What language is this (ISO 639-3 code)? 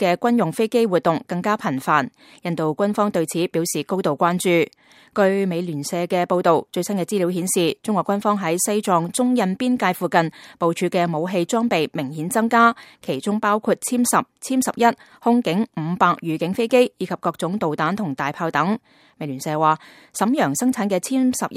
yue